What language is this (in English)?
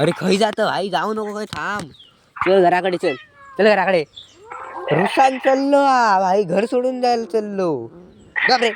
Konkani